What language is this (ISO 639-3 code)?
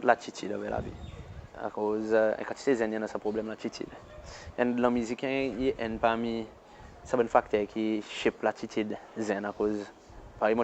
crs